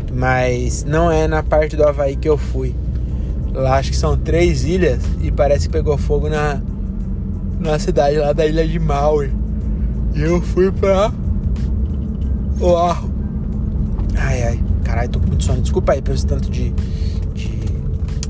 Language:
Portuguese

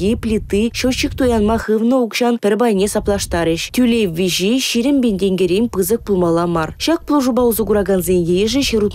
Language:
Chuvash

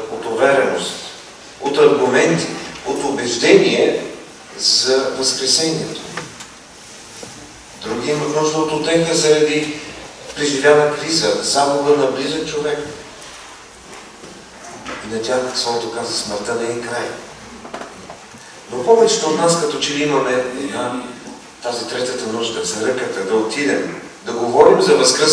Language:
Bulgarian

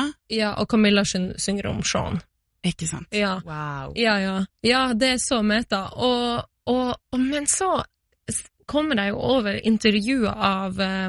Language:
Norwegian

